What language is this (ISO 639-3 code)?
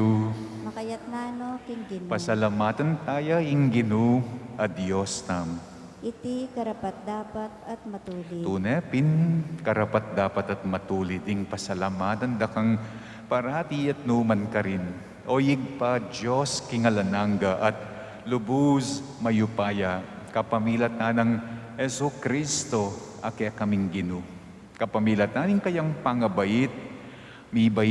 pam